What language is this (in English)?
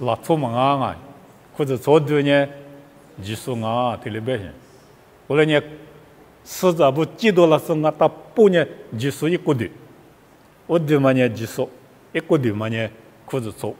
Lisu